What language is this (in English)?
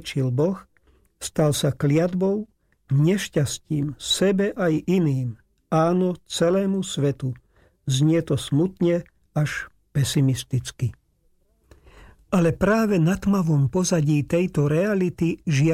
Slovak